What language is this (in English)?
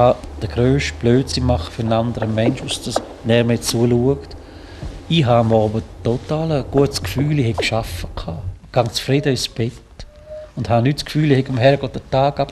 Swiss German